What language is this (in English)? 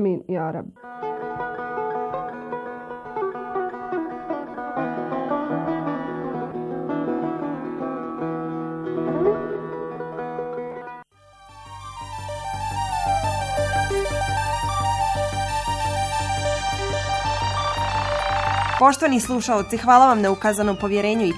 Bosnian